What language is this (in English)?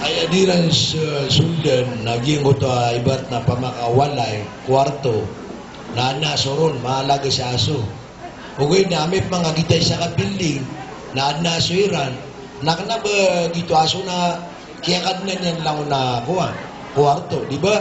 Maranao